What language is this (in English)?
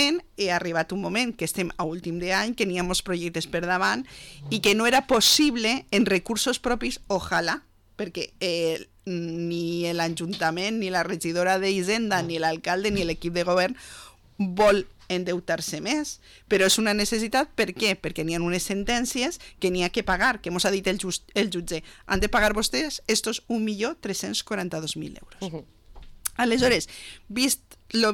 Catalan